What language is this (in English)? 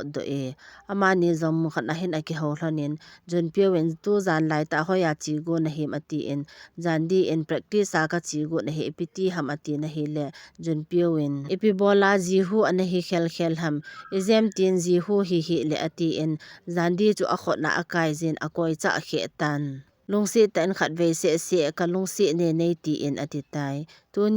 Thado Chin